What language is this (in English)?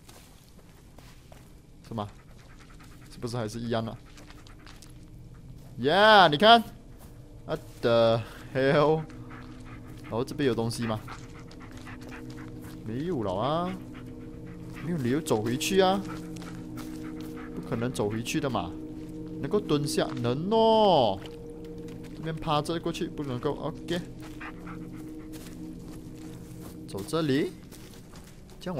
Chinese